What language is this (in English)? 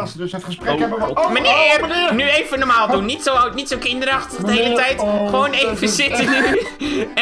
Dutch